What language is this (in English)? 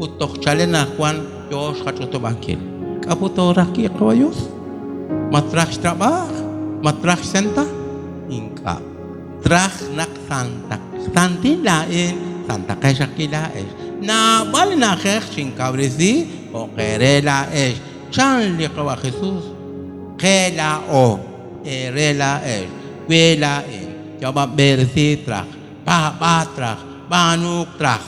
Kekchí